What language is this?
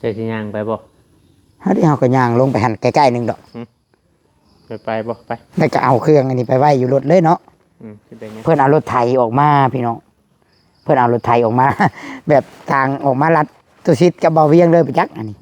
Northeastern Thai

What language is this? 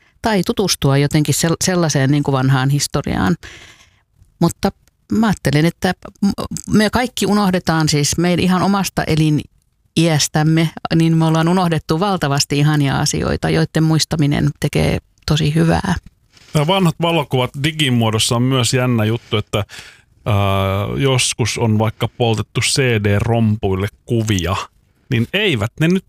Finnish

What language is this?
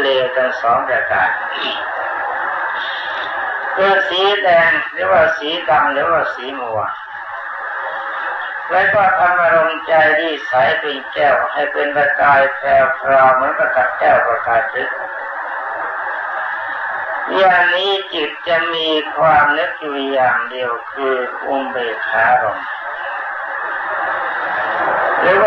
Thai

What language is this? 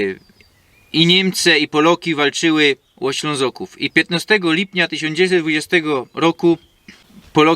Silesian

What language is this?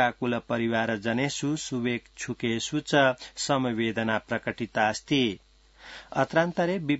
Sanskrit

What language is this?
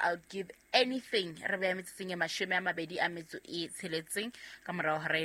Southern Sotho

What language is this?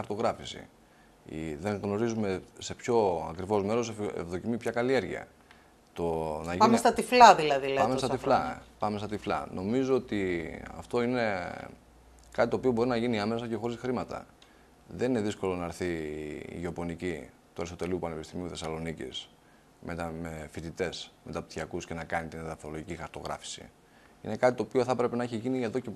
Greek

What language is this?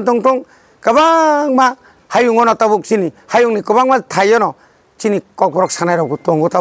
Kok Borok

